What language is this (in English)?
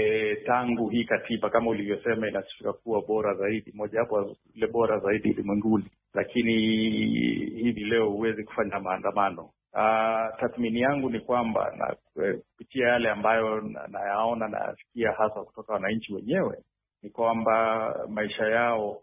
Swahili